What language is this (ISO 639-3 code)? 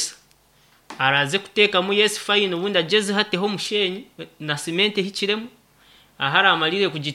nyn